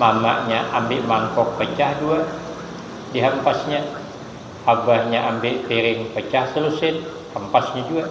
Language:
Banjar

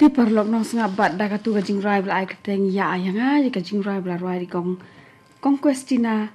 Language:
Khasi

